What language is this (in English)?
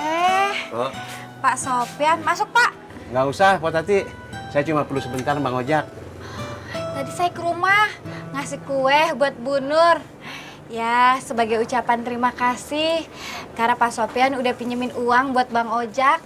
Betawi